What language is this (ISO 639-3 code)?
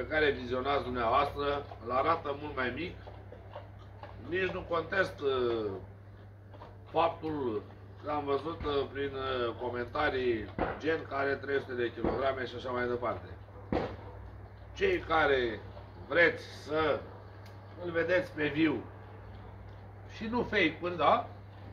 ron